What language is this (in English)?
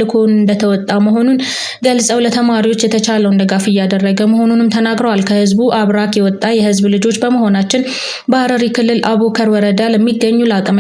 Amharic